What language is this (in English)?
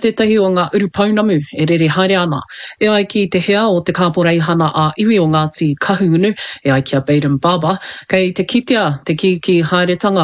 Māori